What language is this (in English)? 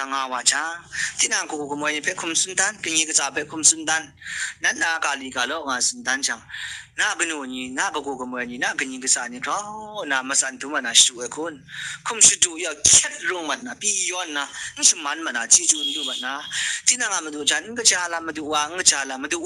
Kachin